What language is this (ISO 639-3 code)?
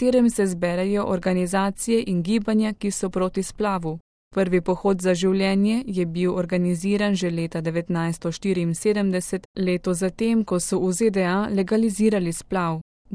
slv